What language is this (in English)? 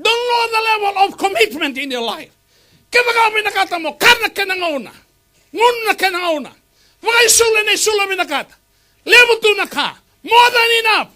Fijian